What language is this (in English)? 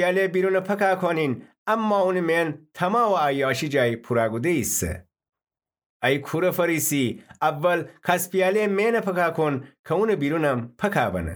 Gilaki